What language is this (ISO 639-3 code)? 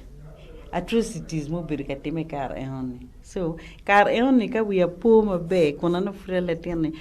ach